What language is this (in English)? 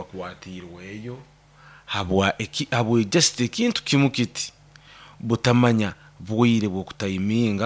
Nyoro